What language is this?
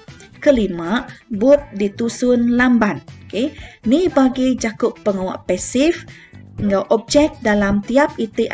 Iban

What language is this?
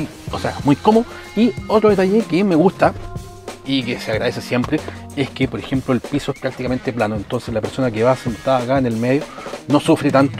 Spanish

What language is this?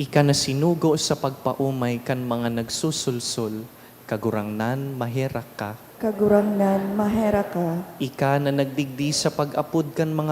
Bikol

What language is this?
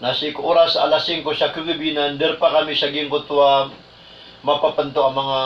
Maranao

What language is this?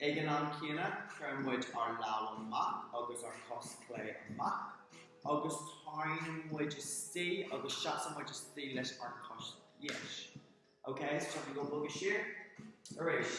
Irish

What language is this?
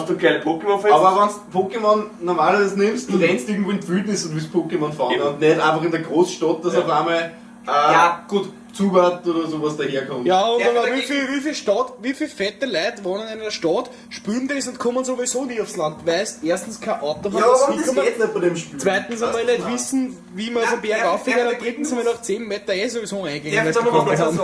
Bavarian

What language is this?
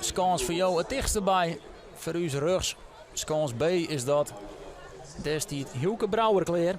Western Frisian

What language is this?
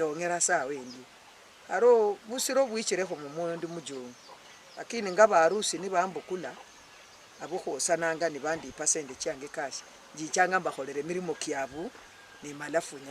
Luyia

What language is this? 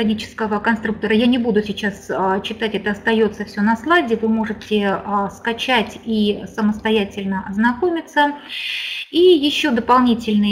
Russian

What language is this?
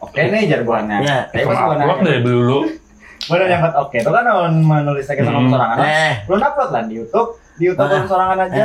Banjar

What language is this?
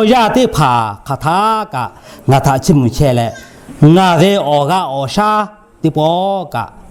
Lahu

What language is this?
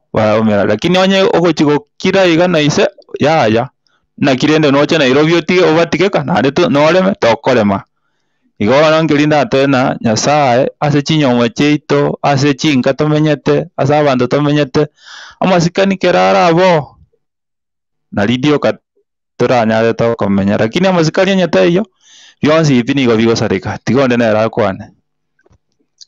Gusii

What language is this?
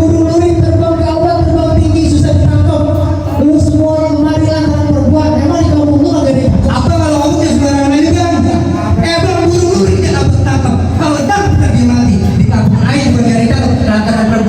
Betawi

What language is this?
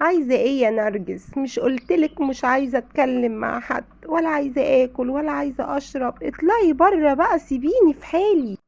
Egyptian Arabic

